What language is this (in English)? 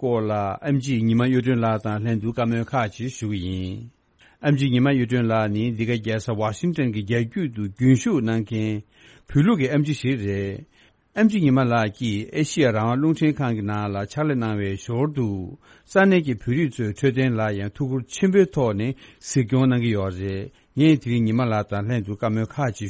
Tibetan